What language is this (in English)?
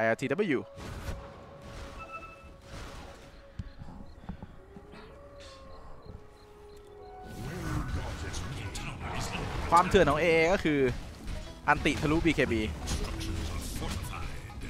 Thai